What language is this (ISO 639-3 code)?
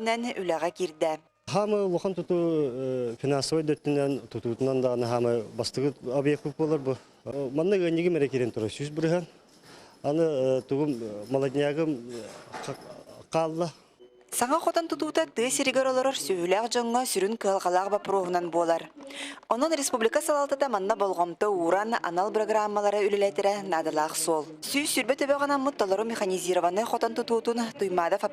sah